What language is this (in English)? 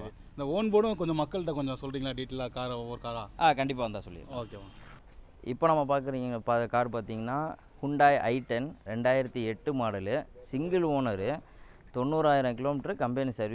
Tamil